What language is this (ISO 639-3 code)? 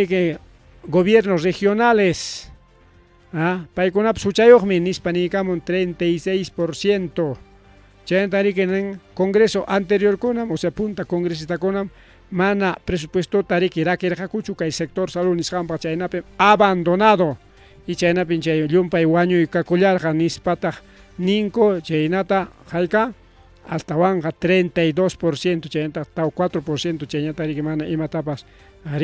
quy